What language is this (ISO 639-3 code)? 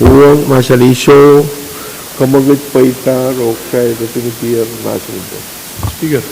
pon